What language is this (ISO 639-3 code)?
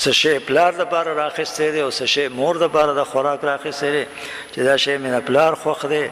pus